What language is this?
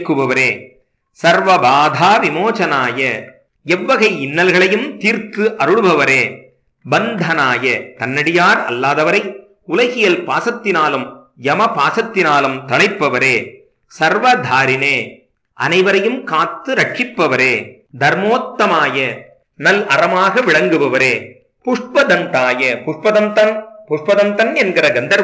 Tamil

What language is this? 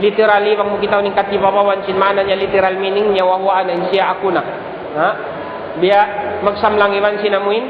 Tausug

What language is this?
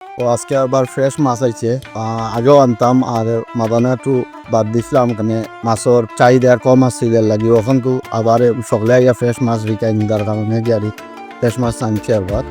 Sylheti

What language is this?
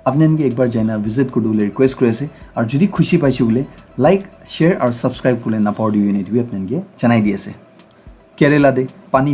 Naga Pidgin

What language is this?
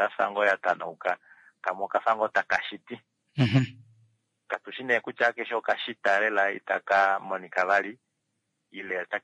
Kuanyama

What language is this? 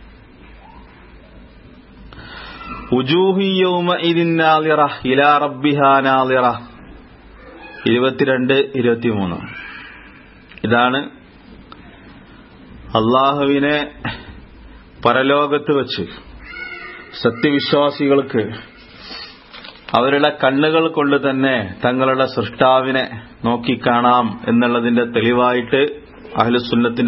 Malayalam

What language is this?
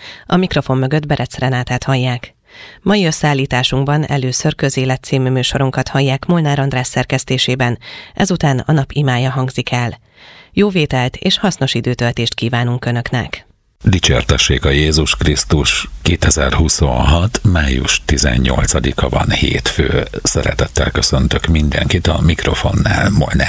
Hungarian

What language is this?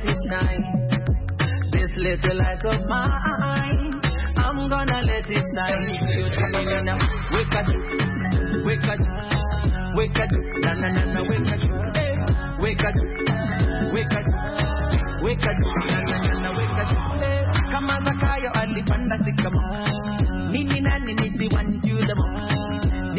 Swahili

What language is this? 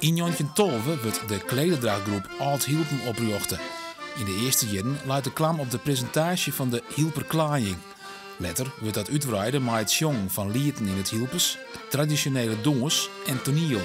Western Frisian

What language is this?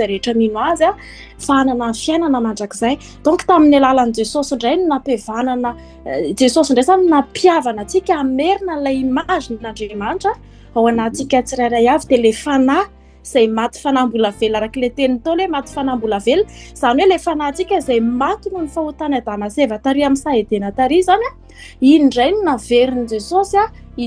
Malagasy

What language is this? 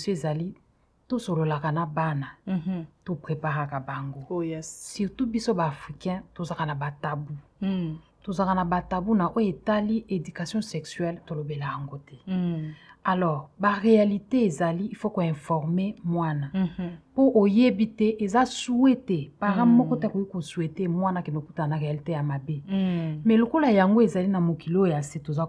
Lingala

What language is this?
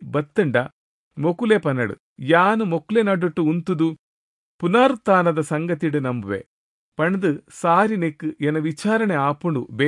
Tulu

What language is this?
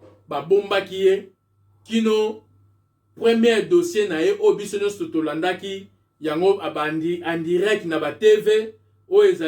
Lingala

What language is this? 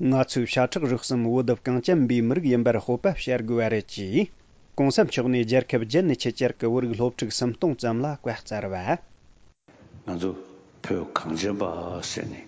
Tibetan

